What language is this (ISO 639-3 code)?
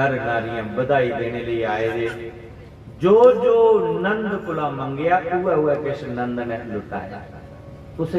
doi